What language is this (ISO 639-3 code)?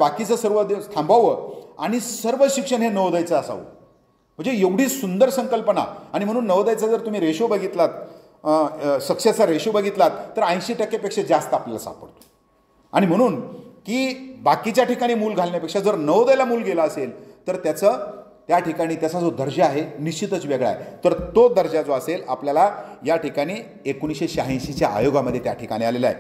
mar